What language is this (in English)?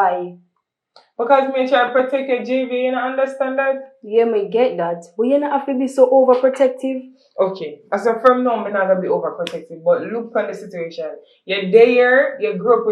Jamaican Creole English